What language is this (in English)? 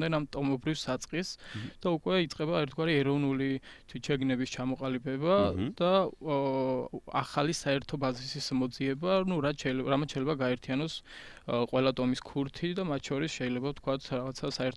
Georgian